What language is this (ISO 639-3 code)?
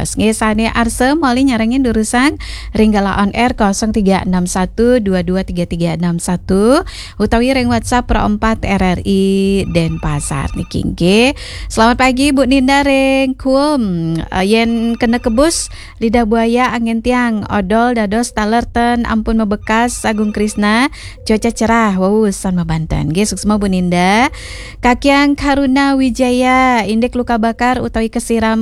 ban